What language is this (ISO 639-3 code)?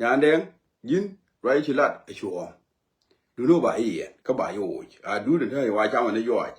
nus